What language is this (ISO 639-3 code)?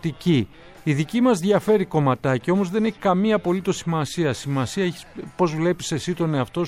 ell